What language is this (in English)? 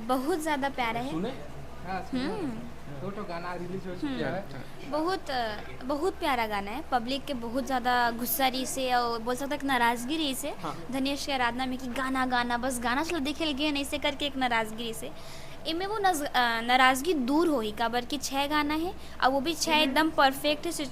Chhattisgarhi